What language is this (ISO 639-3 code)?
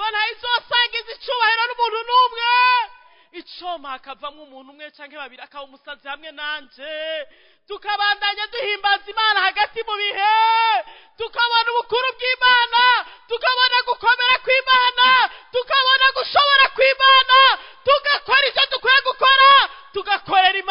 run